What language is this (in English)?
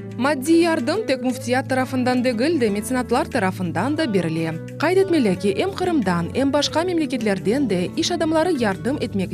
Crimean Tatar